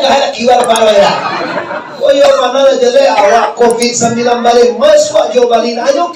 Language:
Minangkabau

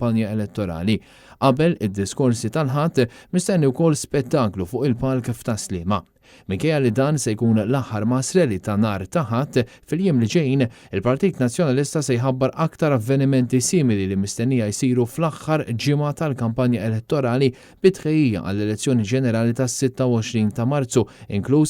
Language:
Maltese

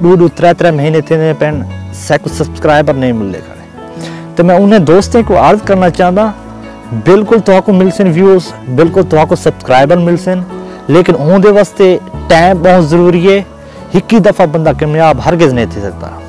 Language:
Saraiki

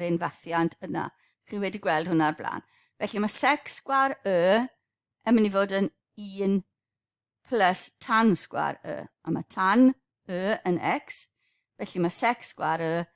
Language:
Welsh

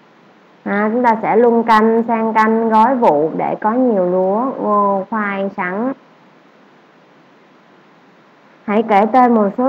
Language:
Vietnamese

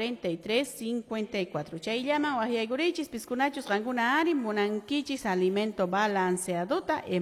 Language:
Quechua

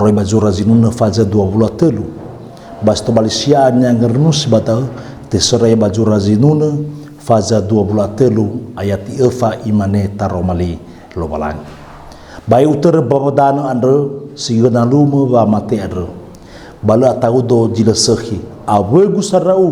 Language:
Nias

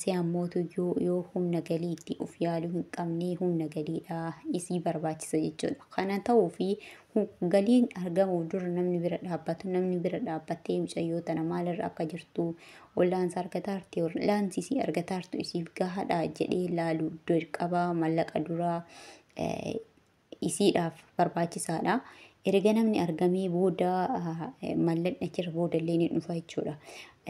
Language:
Oromo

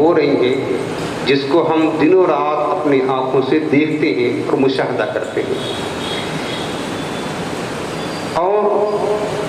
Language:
Urdu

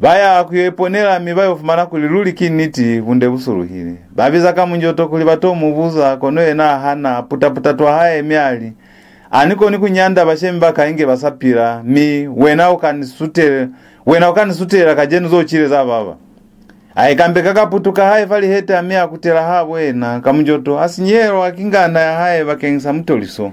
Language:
Lozi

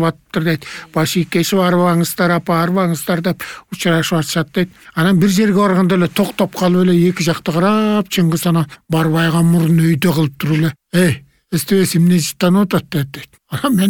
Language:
Kyrgyz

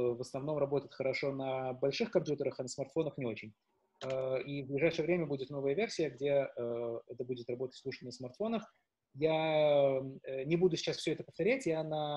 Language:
Russian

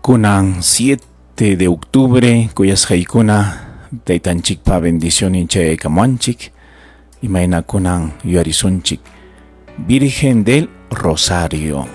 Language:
Ayacucho Quechua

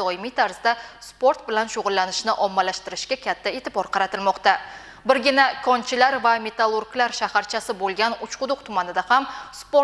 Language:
Uzbek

